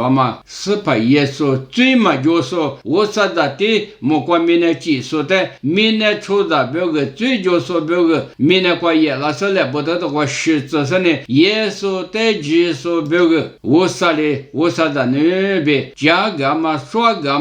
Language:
Lisu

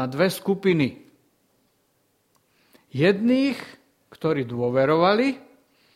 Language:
Slovak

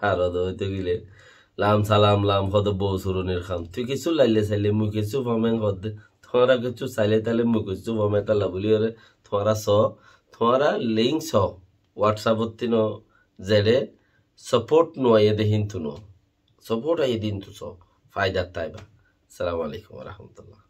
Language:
Rohingya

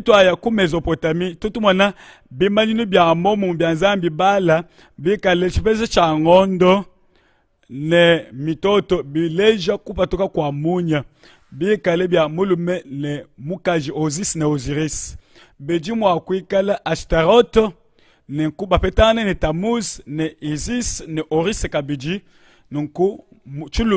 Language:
Luba-Lulua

